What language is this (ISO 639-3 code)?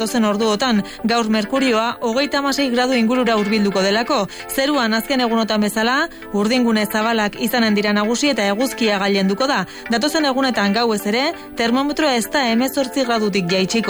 eus